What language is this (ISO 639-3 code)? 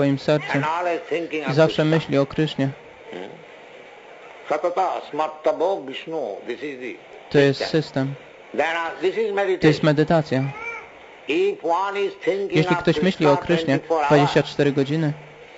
pol